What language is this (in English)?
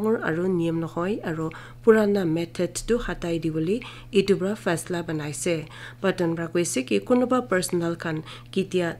Naga Pidgin